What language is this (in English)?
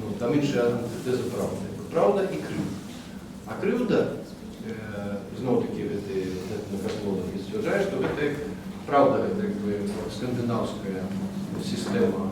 Belarusian